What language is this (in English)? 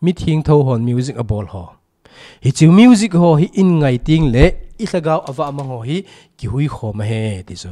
Thado Chin